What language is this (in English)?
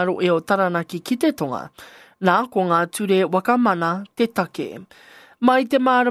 Māori